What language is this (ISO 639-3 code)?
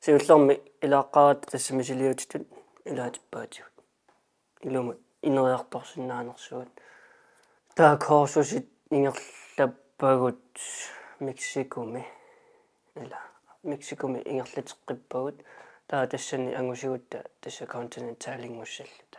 kal